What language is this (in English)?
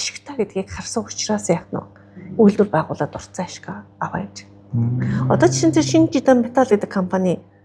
Mongolian